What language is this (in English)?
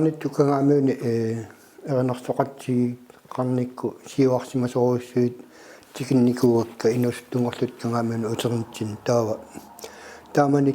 Kalaallisut